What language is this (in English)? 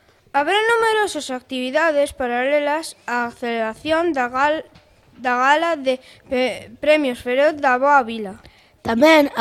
Galician